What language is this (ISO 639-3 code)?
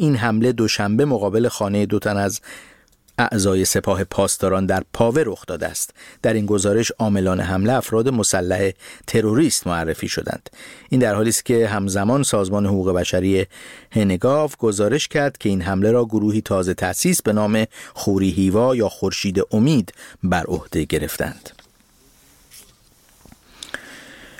fas